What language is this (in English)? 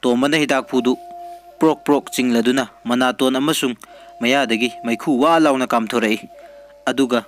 Manipuri